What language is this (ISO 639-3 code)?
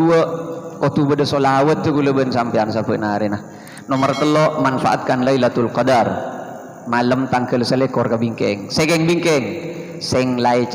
mad